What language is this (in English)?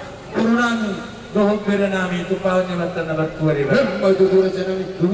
Batak Toba